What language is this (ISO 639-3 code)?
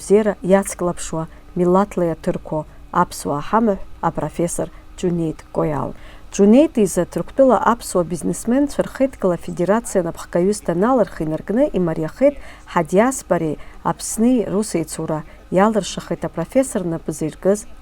abk